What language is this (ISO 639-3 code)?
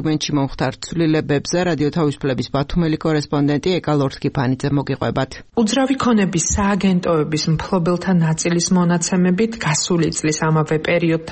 kat